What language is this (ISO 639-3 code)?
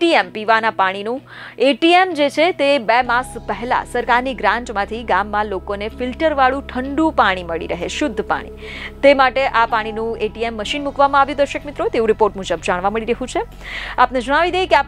guj